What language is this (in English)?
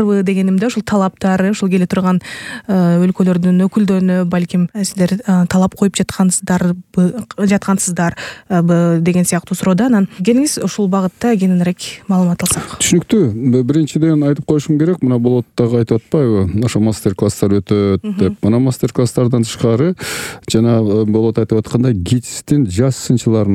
Kyrgyz